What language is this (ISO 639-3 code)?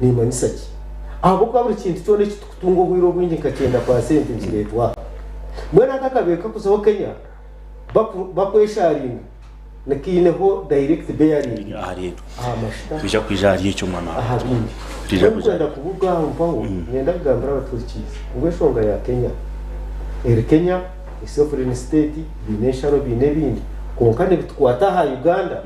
nyn